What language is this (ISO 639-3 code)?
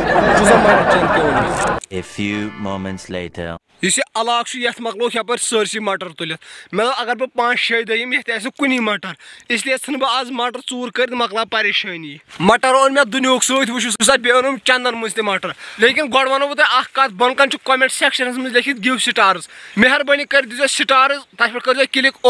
kas